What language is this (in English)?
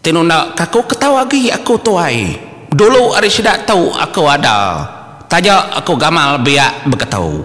Iban